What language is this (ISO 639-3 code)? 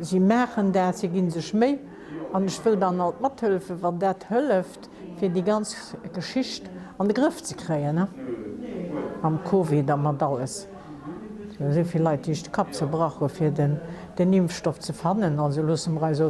ltz